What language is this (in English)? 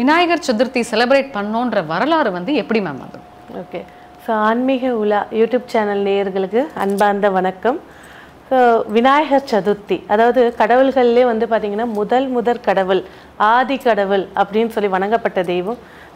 Tamil